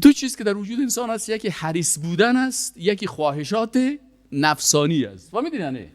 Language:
Persian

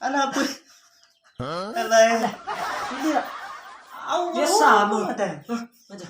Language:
Bima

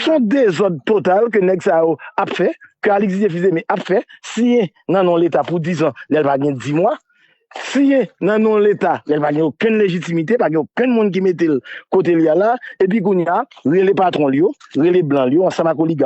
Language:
Haitian Creole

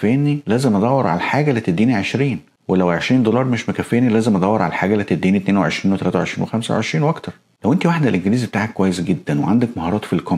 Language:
Egyptian Arabic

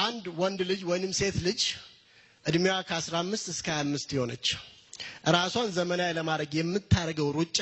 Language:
Amharic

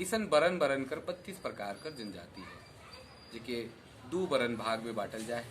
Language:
Sadri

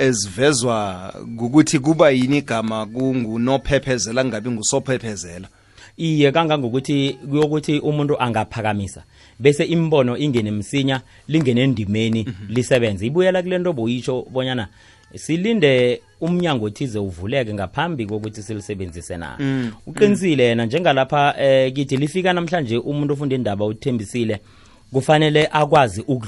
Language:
South Ndebele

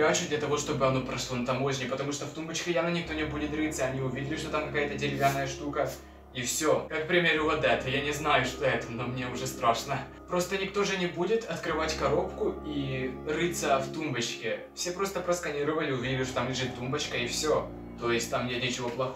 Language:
Russian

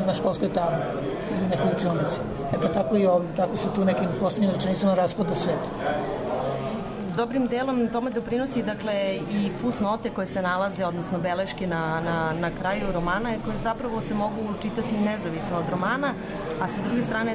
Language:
Serbian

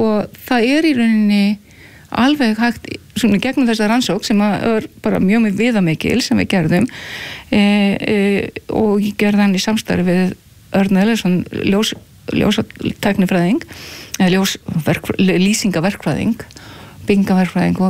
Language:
Icelandic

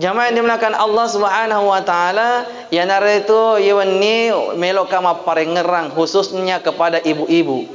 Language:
Buginese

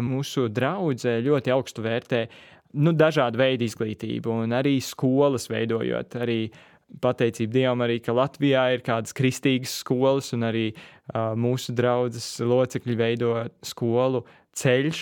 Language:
Latvian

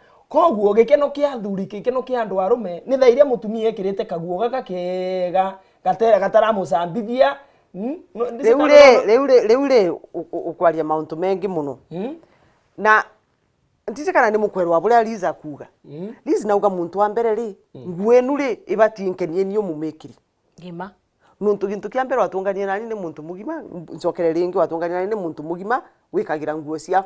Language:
Meru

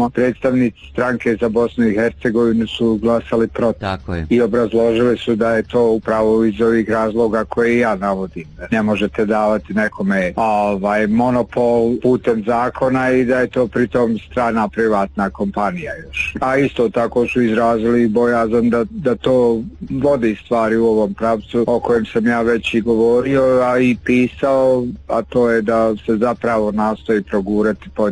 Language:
Bosnian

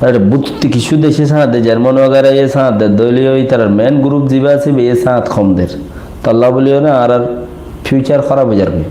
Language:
Rohingya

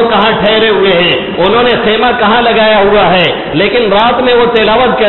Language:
Urdu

